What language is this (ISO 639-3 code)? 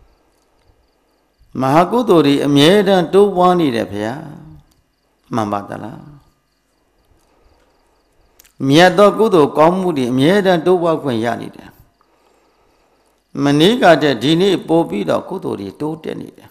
mya